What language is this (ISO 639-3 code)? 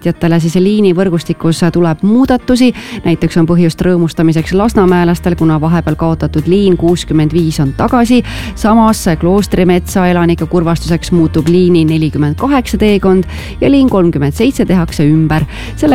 est